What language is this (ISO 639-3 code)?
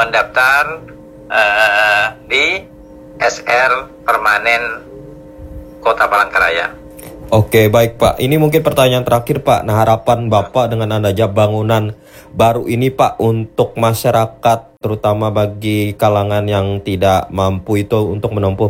ind